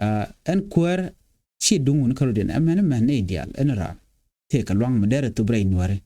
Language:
Nuer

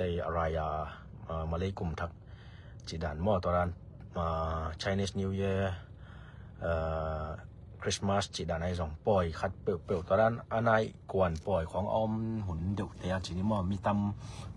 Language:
Tedim Chin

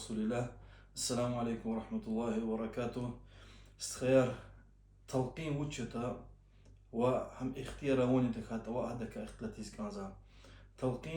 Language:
Lezghian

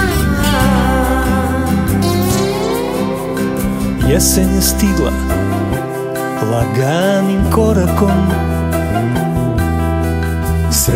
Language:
Serbian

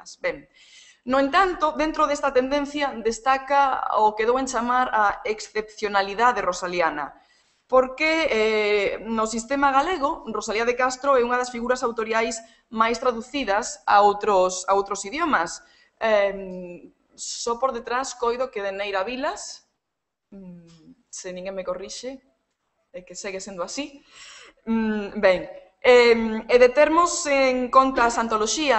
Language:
Galician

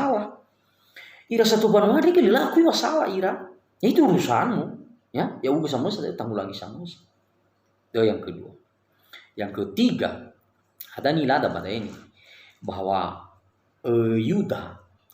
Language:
Nias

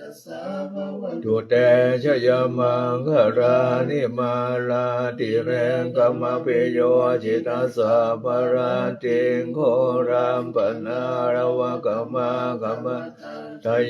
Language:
Pali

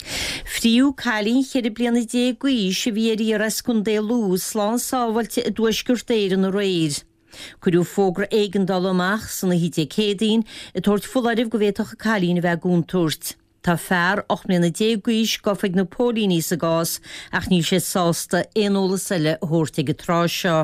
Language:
Irish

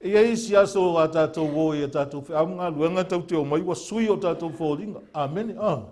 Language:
Samoan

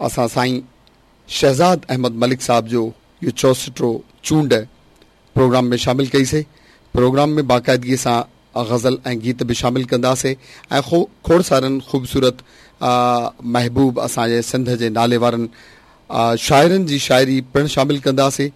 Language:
Sindhi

